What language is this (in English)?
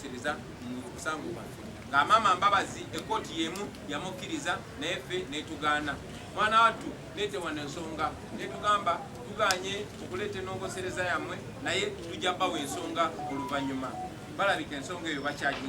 Ganda